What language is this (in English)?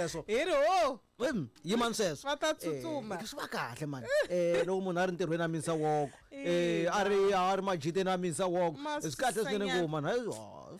Tsonga